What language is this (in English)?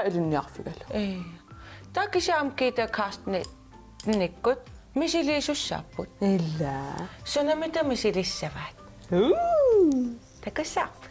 Kalaallisut